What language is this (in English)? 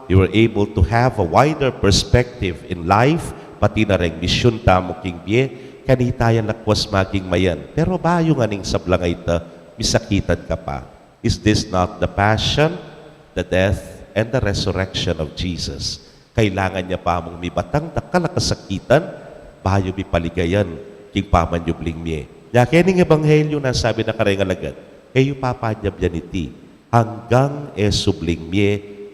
Pampanga